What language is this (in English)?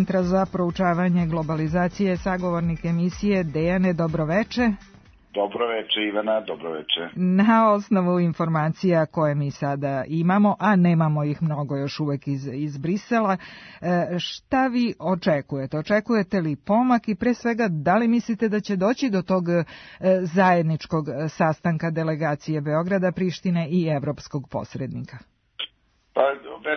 Serbian